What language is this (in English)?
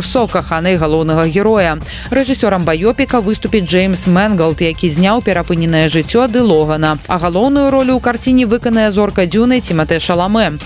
Belarusian